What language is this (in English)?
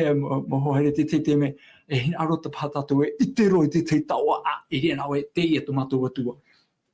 Tahitian